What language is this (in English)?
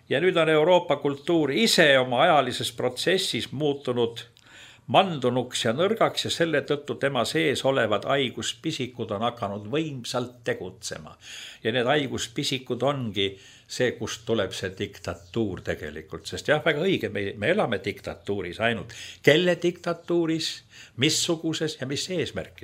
Estonian